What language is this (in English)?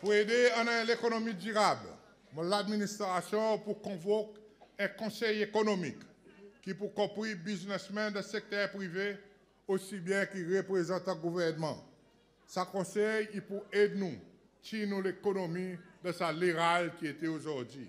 Seselwa Creole French